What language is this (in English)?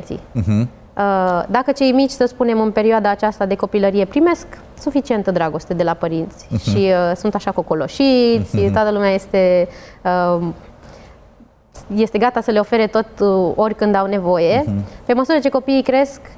Romanian